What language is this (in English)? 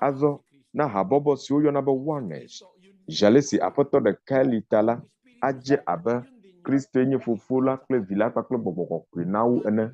Ewe